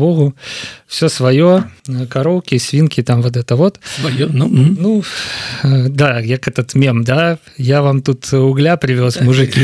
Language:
Belarusian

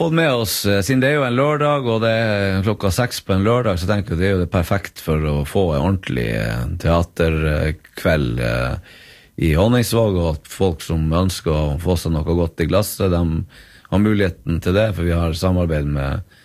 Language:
Norwegian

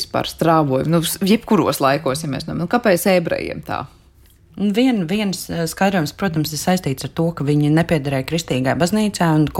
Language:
Latvian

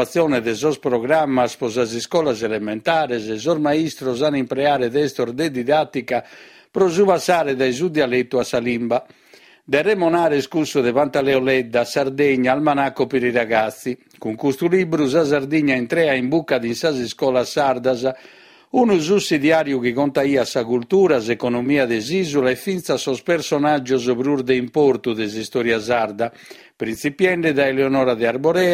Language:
Sardinian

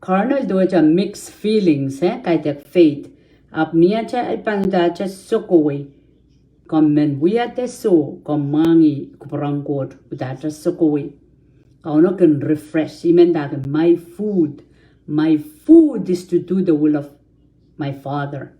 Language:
Pohnpeian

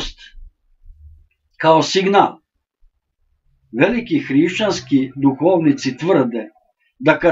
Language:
Serbian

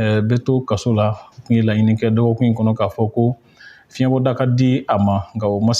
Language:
Bambara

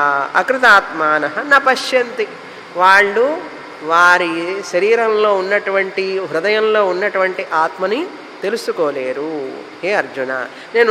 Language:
Telugu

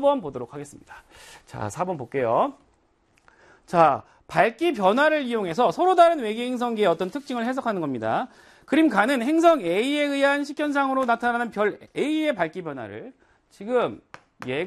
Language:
Korean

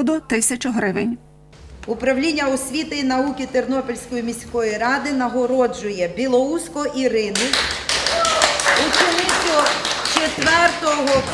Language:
Ukrainian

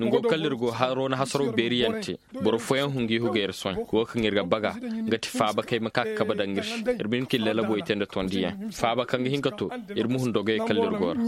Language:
Koyraboro Senni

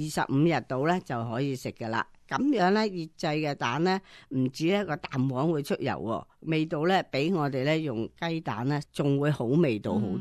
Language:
Cantonese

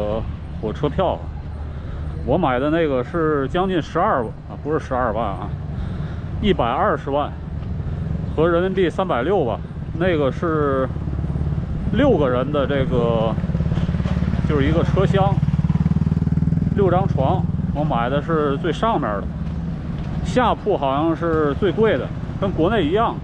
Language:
Chinese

